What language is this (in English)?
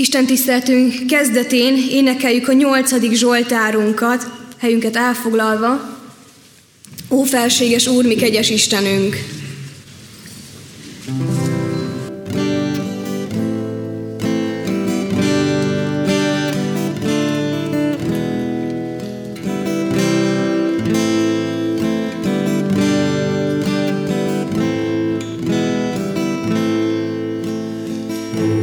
Hungarian